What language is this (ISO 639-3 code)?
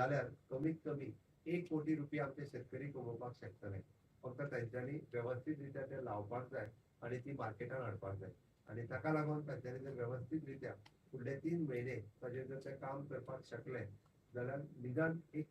kok